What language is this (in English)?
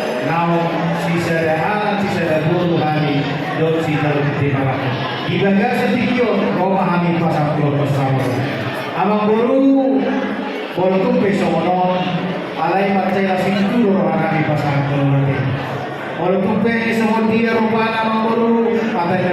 Batak Toba